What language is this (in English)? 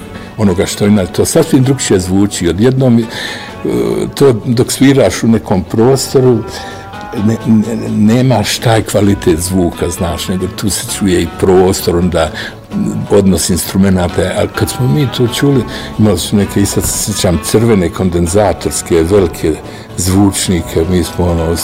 Bosnian